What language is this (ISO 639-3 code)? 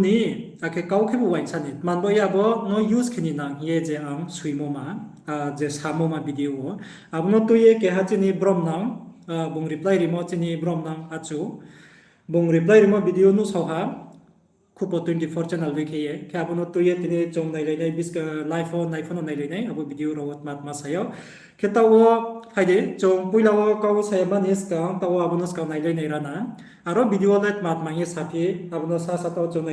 ria